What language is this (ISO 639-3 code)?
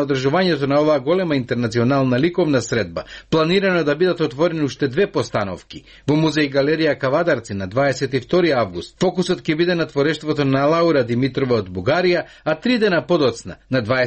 mkd